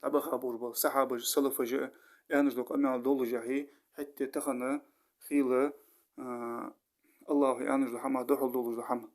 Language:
Ingush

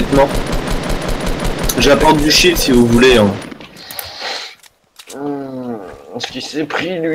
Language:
French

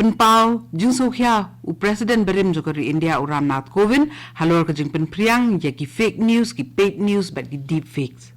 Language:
Khasi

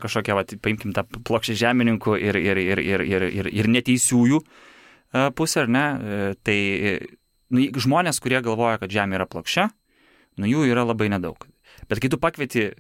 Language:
Lithuanian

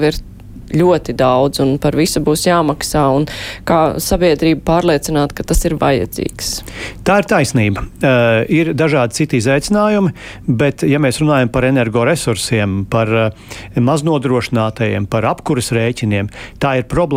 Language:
Latvian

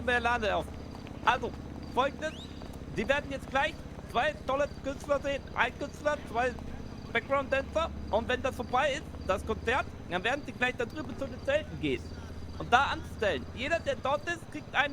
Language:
Swiss German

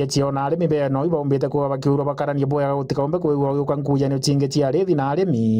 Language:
Meru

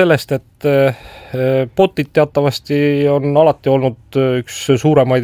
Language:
Estonian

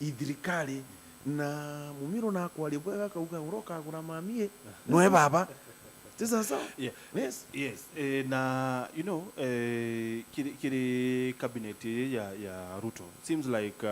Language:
Meru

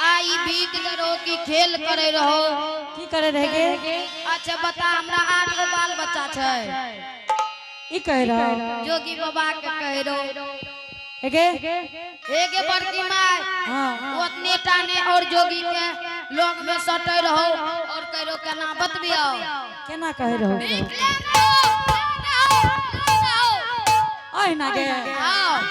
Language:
Angika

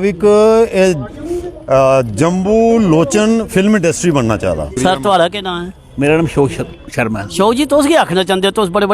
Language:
Dogri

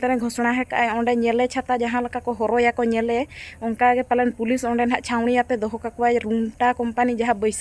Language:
Santali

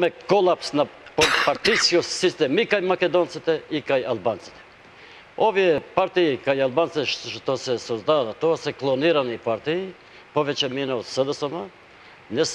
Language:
Macedonian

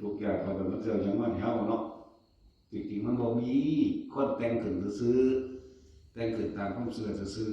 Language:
Northeastern Thai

